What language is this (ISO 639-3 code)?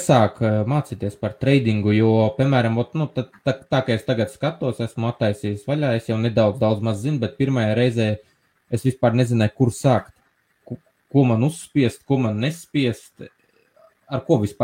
lav